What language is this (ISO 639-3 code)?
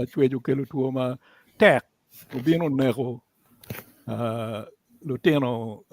ach